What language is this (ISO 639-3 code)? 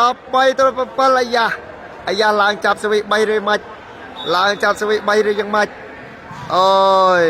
khm